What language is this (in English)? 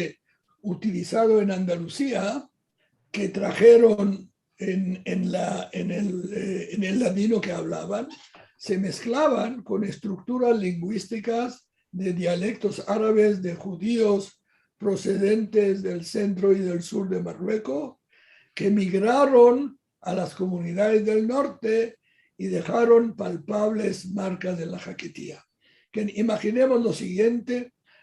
Ladino